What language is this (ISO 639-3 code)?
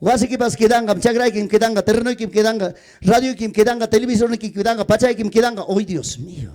quy